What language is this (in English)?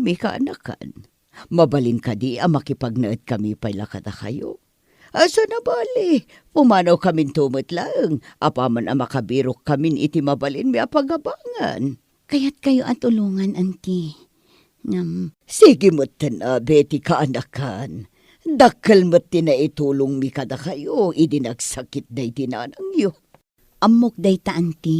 Iloko